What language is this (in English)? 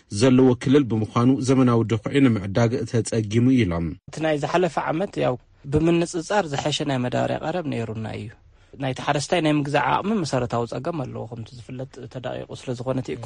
Tigrinya